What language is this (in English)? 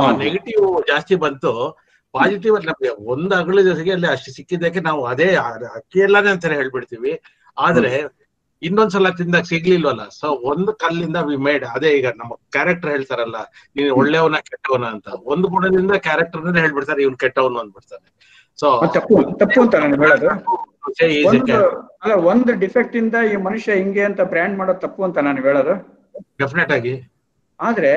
Kannada